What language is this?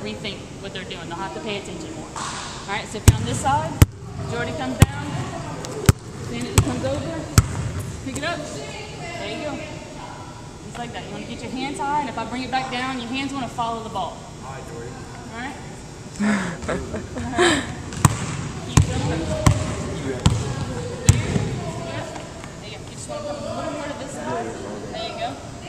English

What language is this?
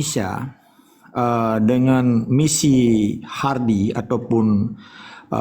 Achinese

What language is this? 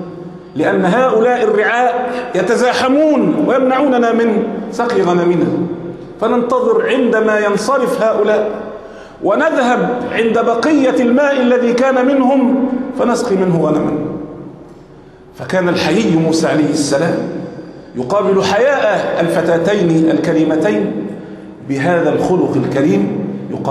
Arabic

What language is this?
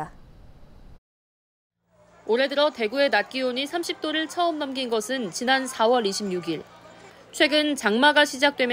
Korean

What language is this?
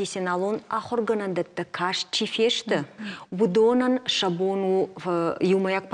Ossetic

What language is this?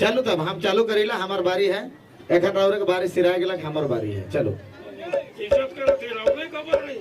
Sadri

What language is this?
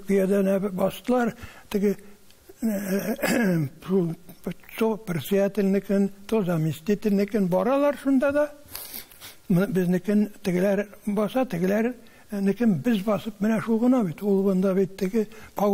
Tatar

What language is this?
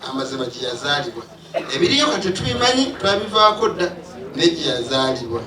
Ganda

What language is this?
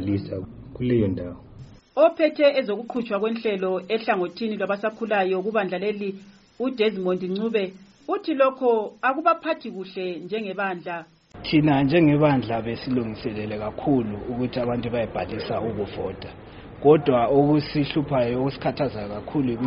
North Ndebele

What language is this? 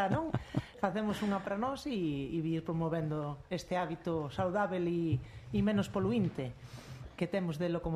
Galician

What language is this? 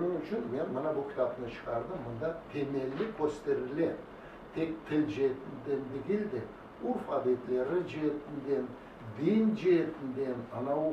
Crimean Tatar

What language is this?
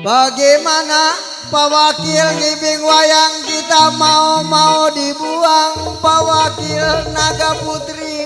Betawi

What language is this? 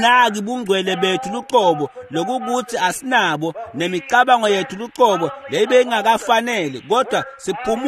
Swati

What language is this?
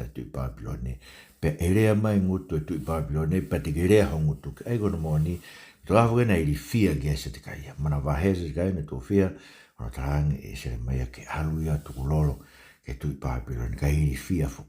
Tongan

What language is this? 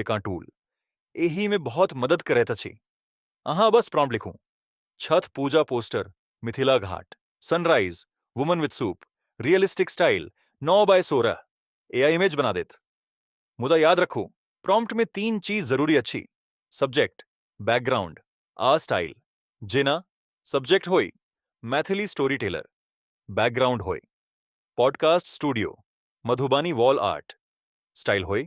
Maithili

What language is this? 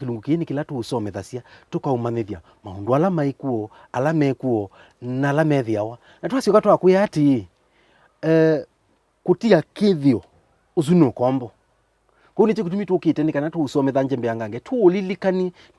Kamba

